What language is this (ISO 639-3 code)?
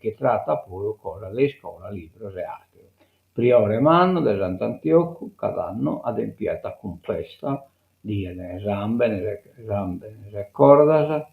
srd